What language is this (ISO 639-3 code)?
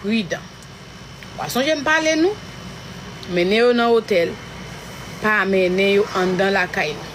hat